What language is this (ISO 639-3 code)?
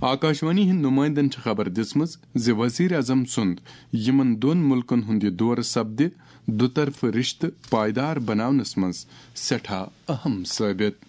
kas